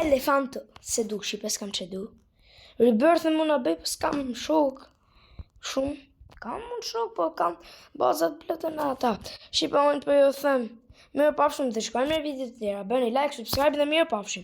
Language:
Albanian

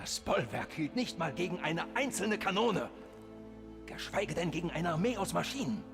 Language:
Bavarian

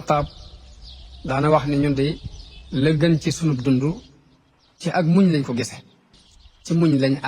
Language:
Wolof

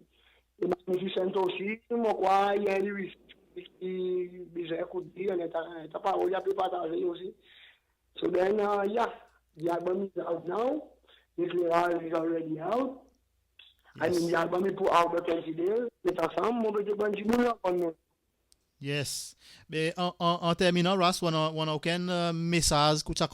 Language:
Seselwa Creole French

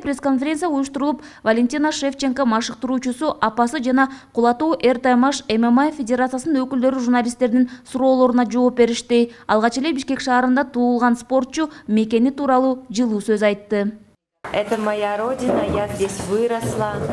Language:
Kyrgyz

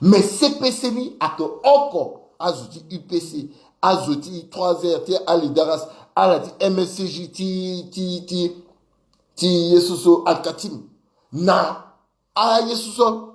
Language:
Sango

